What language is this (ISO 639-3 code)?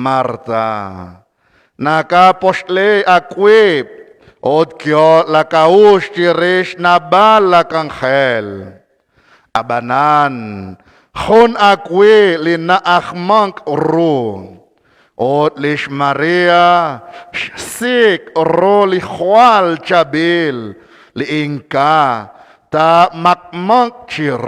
kek